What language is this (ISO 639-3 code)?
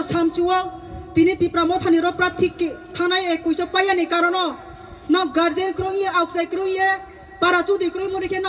ria